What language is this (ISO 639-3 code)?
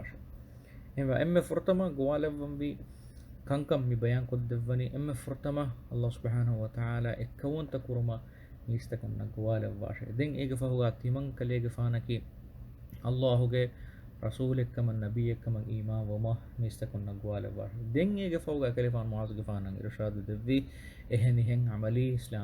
div